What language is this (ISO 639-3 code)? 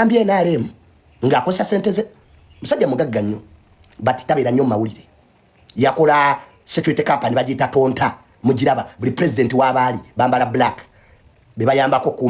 lug